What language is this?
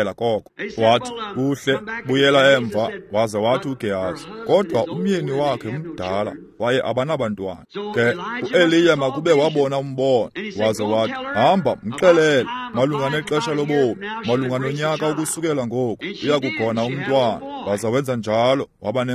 Xhosa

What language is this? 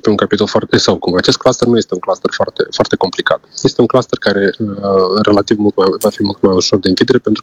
Romanian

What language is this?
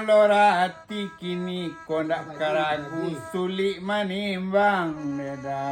Minangkabau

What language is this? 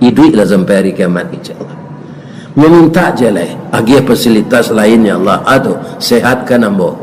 Minangkabau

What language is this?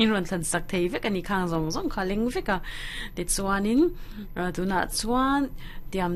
Mizo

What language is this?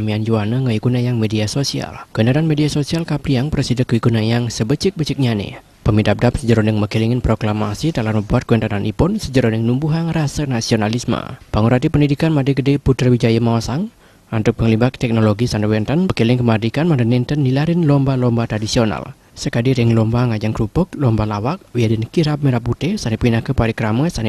Balinese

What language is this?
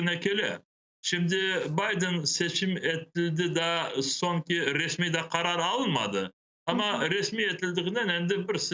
Crimean Tatar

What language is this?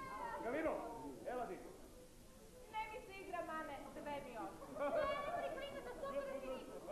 Serbian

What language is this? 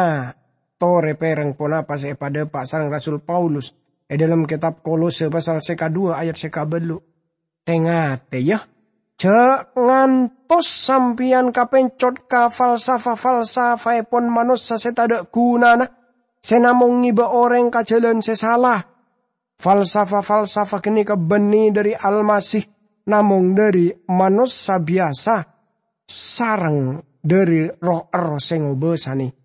Madurese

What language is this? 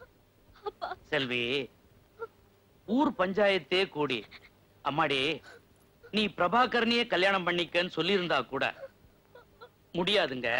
Tamil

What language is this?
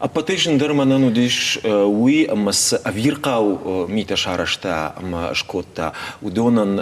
Ossetic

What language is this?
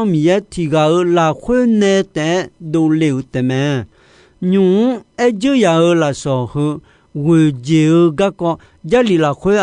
Akha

